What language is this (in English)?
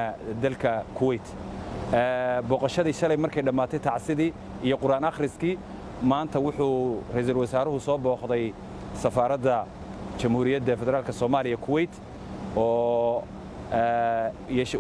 Somali